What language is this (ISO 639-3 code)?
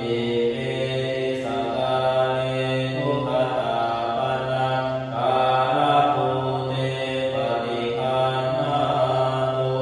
pli